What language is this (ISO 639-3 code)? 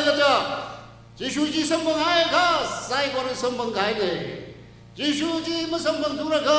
nmf